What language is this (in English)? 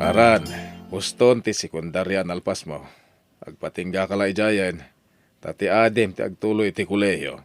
Iloko